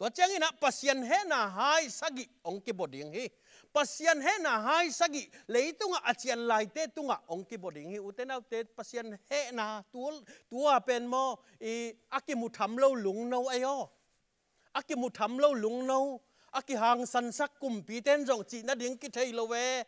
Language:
Tedim Chin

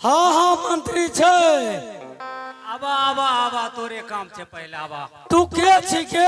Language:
Maithili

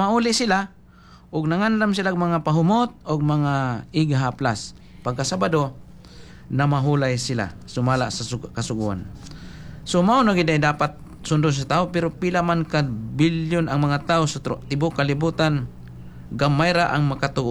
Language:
Cebuano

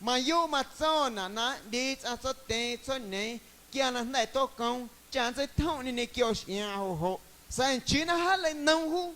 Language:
Guerrero Amuzgo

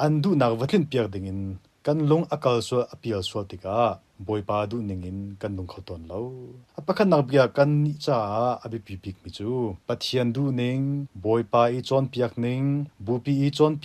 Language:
Hakha Chin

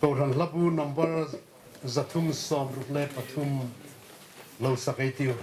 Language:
Hmar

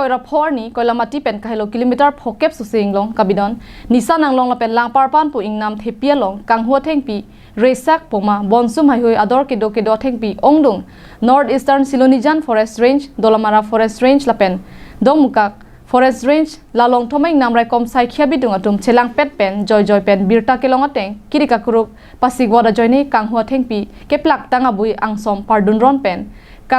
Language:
Karbi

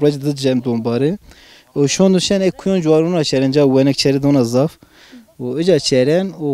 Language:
Zaza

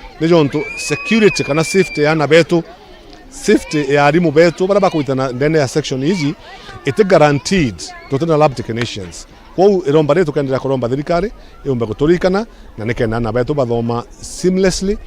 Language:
Meru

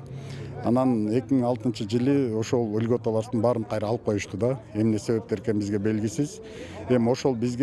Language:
Kyrgyz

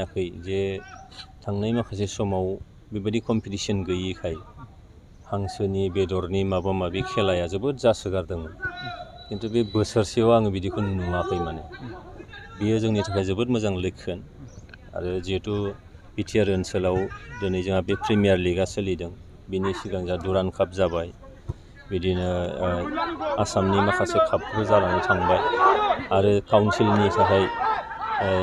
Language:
Bodo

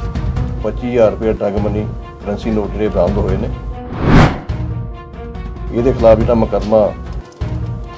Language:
Punjabi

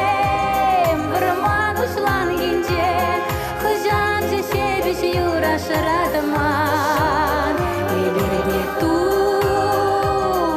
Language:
Chuvash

